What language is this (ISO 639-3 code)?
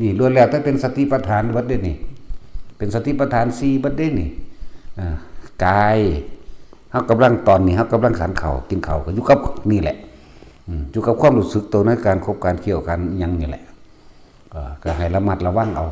lao